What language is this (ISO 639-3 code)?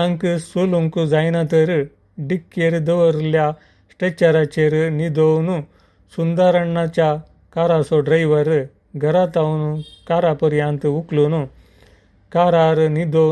kok